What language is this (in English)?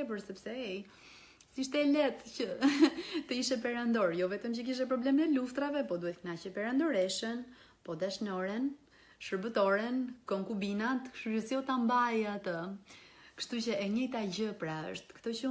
Albanian